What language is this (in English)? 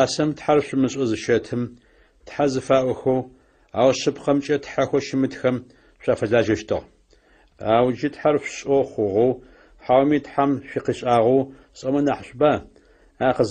Adyghe